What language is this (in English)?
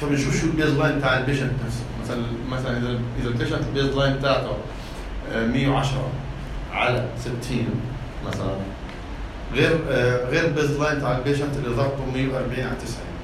North Levantine Arabic